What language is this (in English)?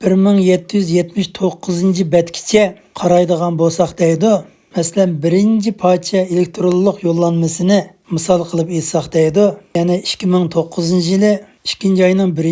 Uyghur